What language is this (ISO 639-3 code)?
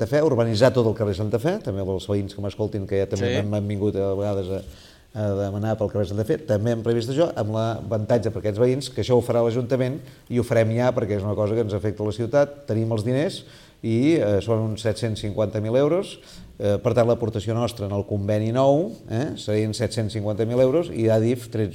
cat